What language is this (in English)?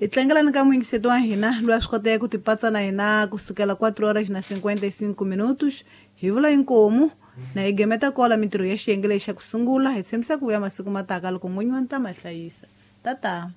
Tsonga